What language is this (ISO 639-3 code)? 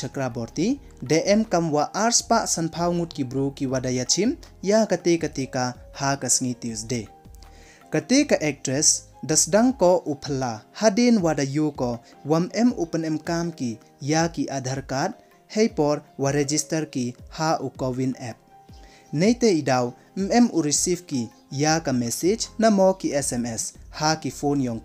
pbv